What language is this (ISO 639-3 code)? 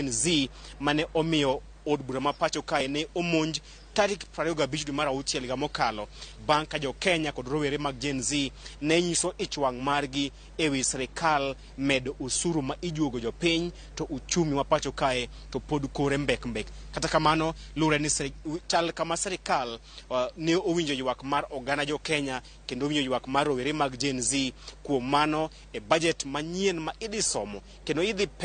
luo